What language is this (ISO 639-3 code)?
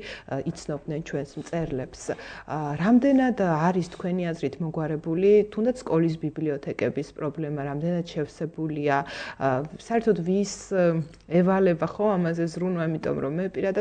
kat